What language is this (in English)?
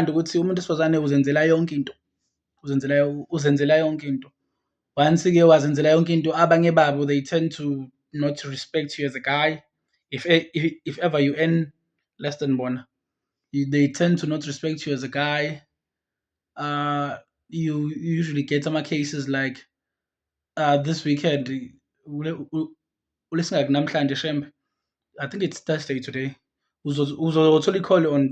Zulu